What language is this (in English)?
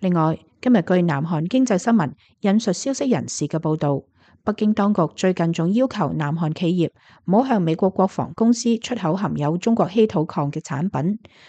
Cantonese